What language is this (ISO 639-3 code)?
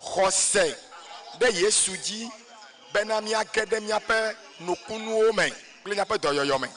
ewe